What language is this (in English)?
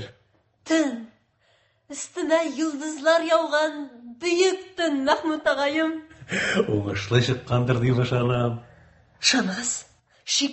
Tatar